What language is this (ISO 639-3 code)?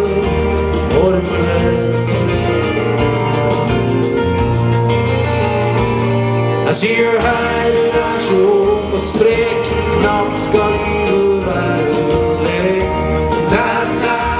nor